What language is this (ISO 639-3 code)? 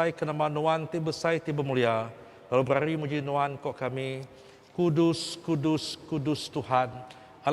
iba